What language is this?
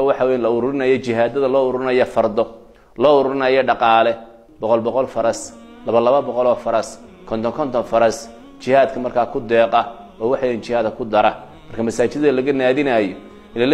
Somali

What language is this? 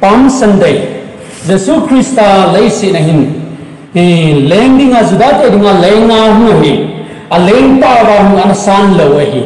Thado Chin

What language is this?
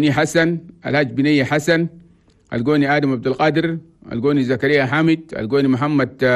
Chadian Arabic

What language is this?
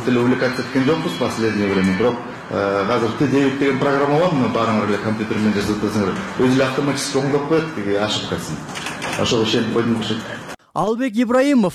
Kyrgyz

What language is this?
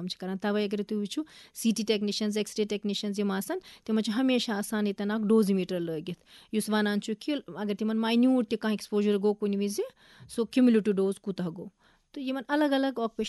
Kashmiri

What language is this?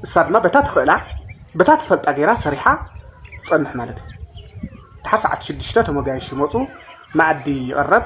Tigrinya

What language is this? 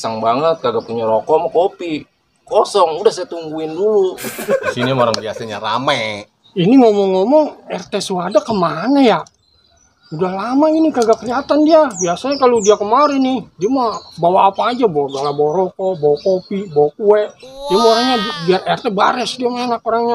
Betawi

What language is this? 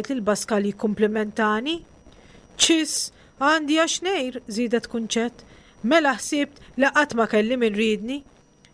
Maltese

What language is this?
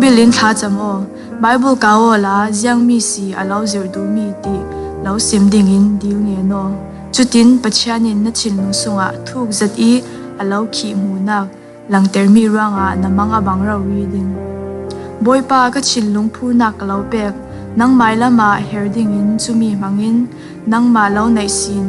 Falam Chin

